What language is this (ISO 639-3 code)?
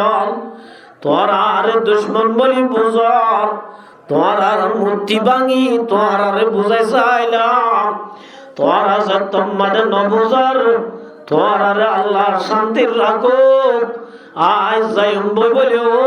rhg